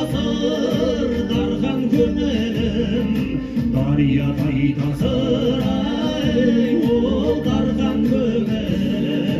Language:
Kazakh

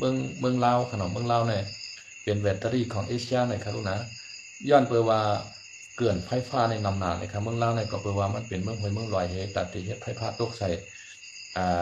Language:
Shan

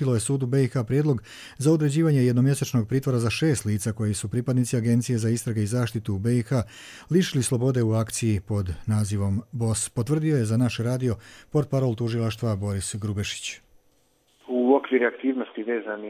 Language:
Serbian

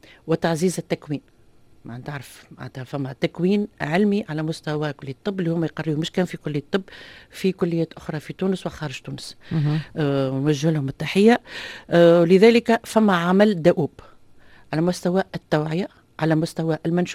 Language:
Tunisian Arabic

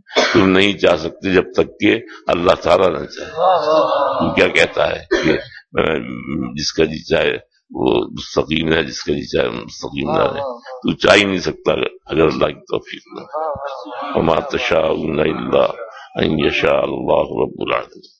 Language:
Urdu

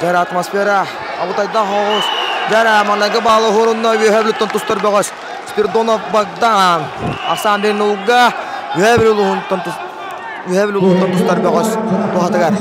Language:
Yakut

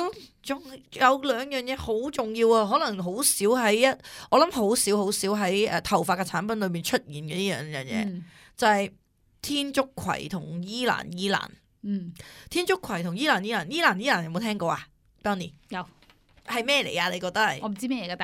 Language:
Cantonese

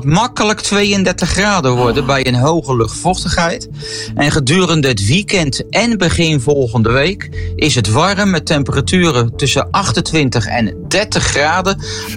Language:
Dutch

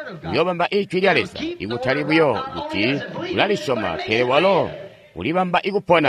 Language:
Tonga (Zambia)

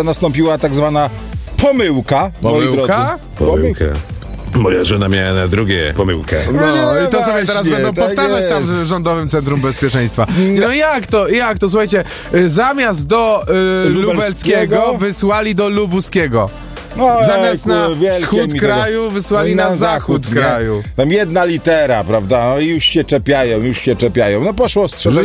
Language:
Polish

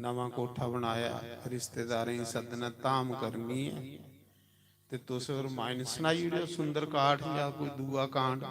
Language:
Dogri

